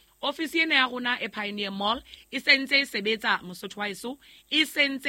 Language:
Southern Sotho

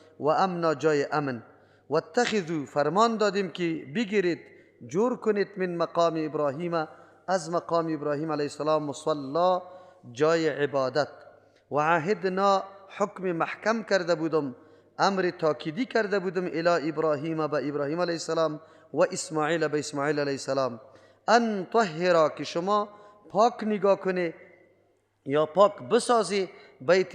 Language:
Persian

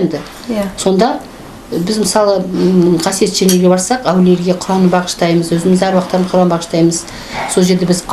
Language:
Kazakh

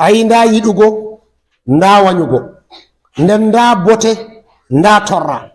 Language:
Fula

